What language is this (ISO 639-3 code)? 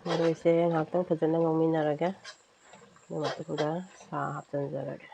mni